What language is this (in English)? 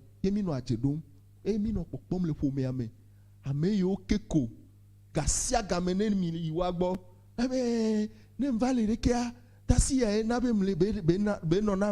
Ewe